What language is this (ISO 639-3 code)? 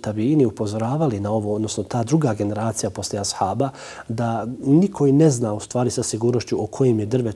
bos